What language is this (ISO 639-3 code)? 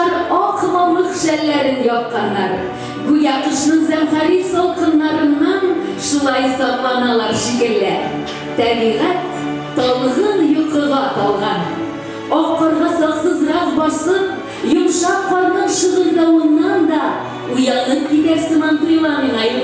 tat